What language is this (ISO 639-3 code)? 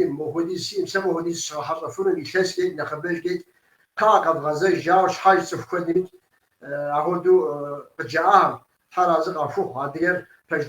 kbd